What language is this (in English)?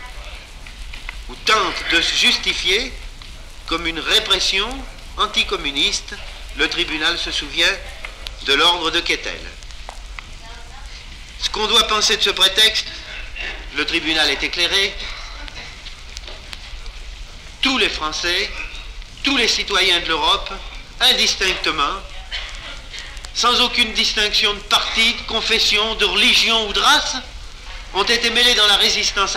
French